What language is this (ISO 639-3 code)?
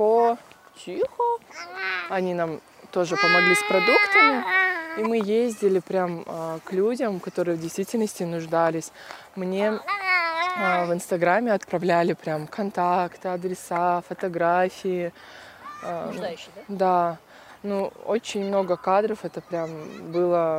rus